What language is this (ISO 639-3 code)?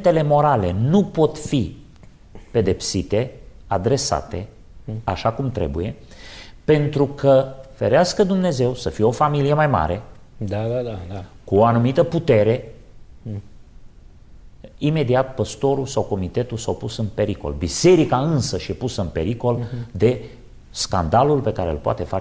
ron